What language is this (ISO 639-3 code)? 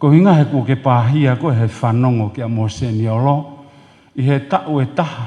ton